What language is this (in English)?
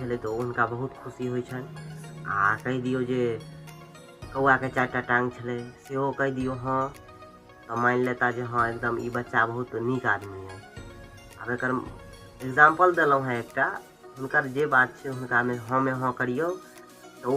Maithili